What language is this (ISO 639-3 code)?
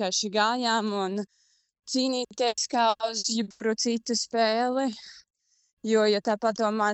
lav